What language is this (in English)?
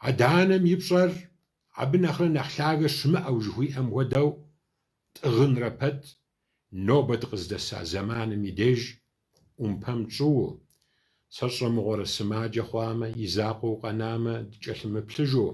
Kabardian